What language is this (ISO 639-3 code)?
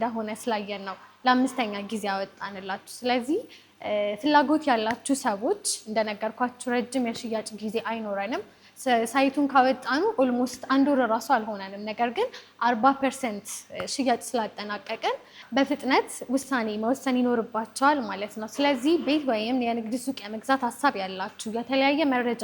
amh